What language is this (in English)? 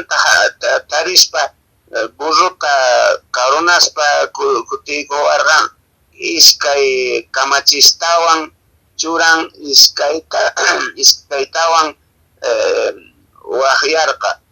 Quechua